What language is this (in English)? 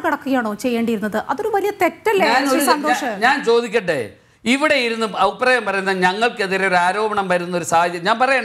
Malayalam